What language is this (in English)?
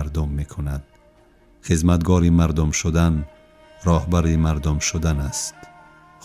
Tajik